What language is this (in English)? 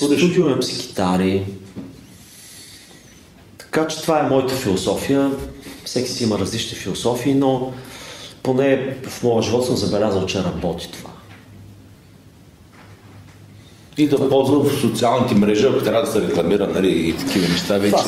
Bulgarian